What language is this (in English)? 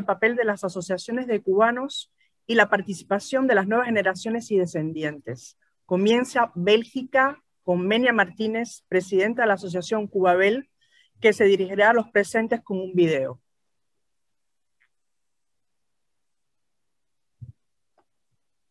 Spanish